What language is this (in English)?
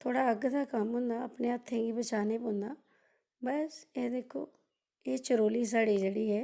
Dogri